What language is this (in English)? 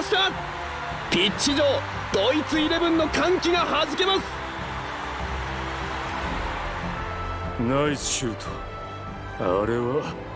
Japanese